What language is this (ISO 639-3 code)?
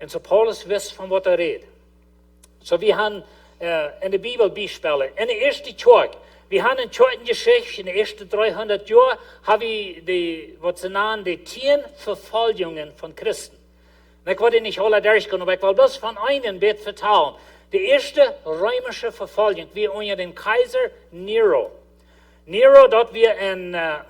pdt